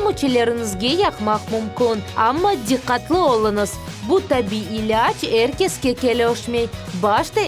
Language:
Crimean Tatar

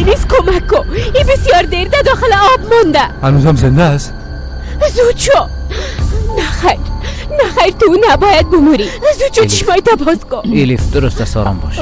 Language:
Persian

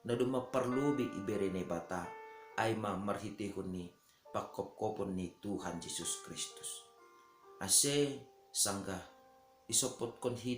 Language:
Batak Simalungun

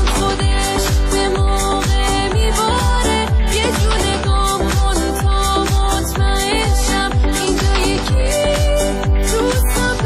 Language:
Persian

